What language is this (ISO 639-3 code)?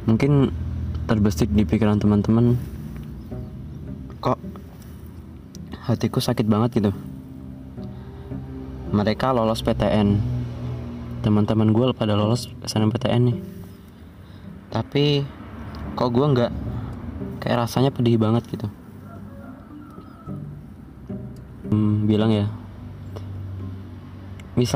ind